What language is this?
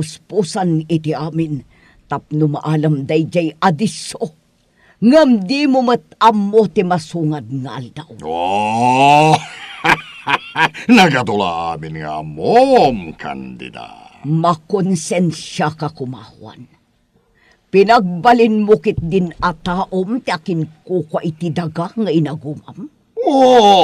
Iloko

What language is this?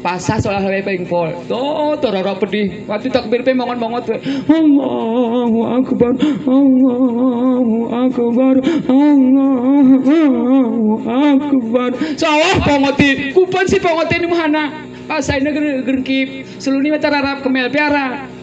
Gayo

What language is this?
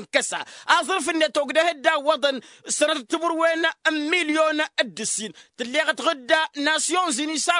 Tamasheq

